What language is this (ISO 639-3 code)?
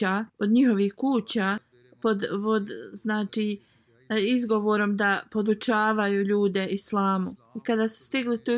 bos